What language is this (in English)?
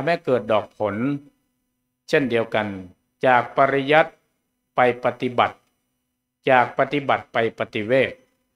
Thai